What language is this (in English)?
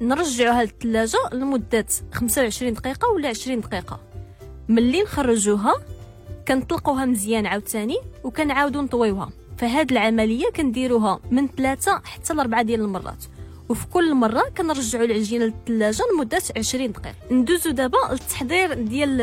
Moroccan Arabic